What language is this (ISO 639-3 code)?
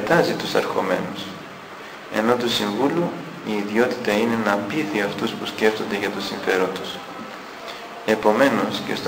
ell